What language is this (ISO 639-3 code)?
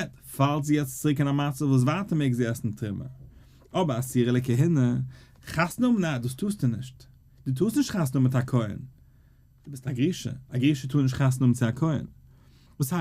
yid